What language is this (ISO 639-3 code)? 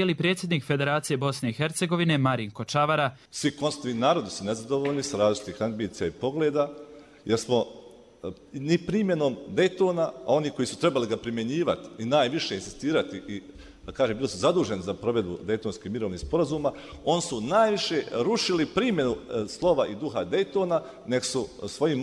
bos